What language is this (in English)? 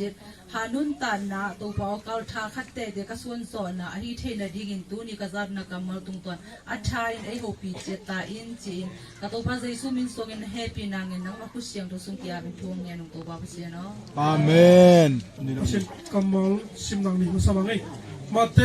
Tedim Chin